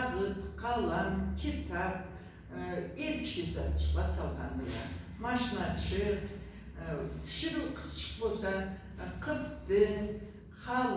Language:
Karachay-Balkar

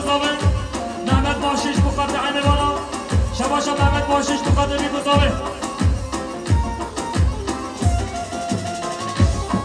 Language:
Kurdish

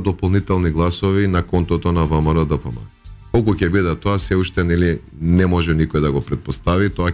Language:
Macedonian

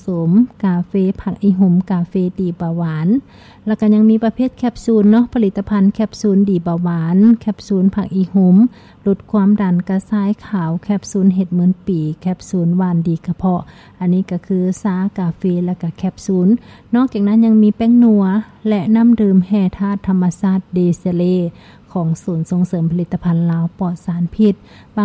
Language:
Lao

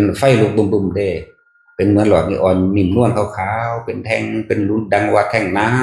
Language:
Northeastern Thai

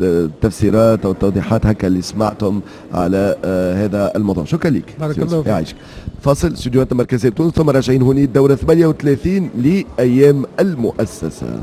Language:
Tunisian Arabic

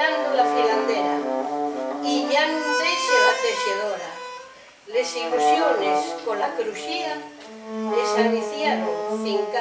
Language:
Asturian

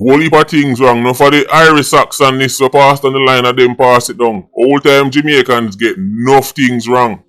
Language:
Jamaican Creole English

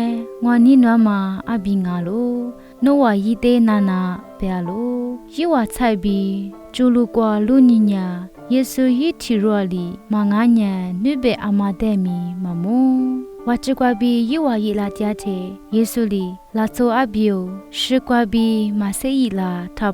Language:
Lisu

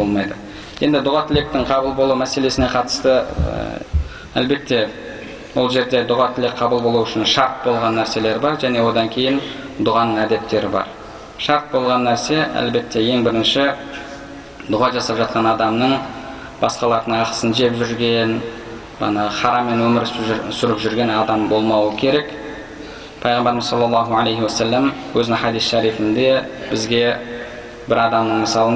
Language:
Kazakh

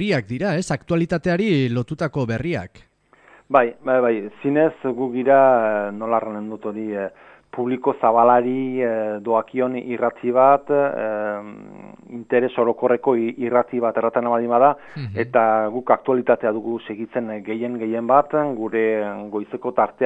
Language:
Basque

